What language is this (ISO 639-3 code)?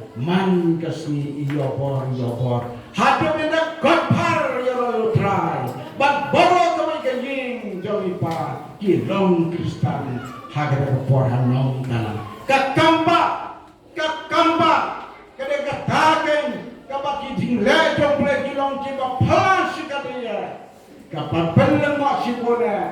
kha